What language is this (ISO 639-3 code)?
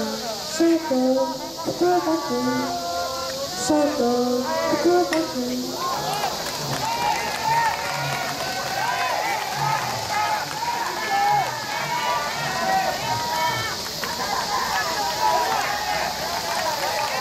jpn